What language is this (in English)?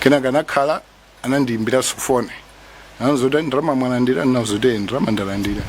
Nyanja